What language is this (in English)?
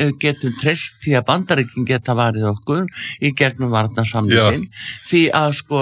Icelandic